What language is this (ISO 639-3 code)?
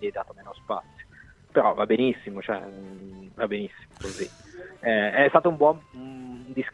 ita